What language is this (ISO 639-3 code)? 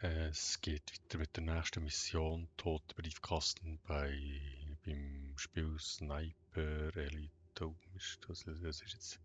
gsw